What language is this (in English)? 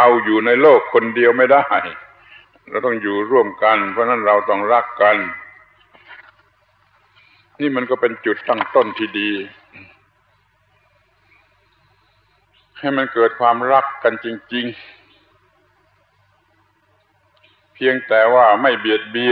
Thai